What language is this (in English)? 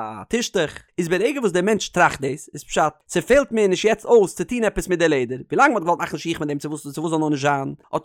Yiddish